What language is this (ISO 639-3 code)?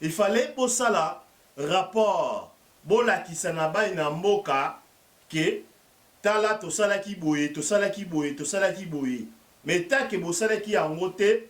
lin